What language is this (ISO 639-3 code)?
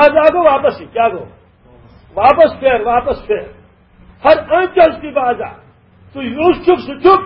kas